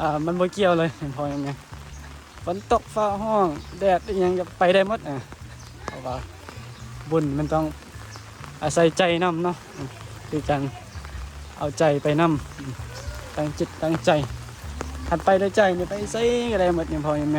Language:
Northeastern Thai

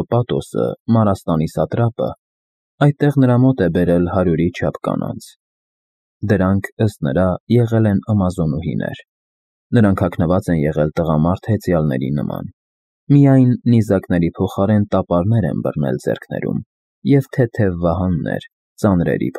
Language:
Armenian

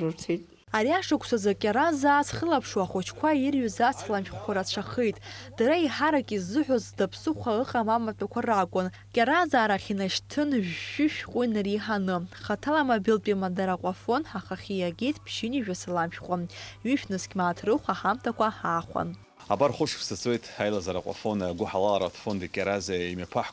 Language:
Abkhazian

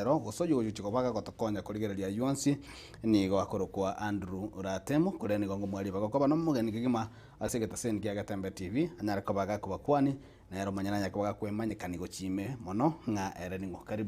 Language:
Gusii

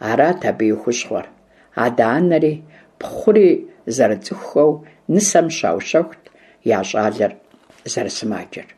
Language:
Kabardian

